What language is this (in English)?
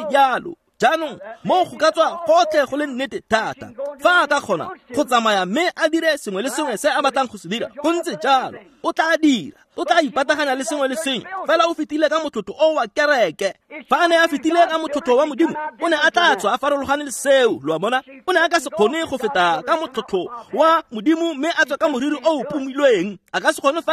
Tswana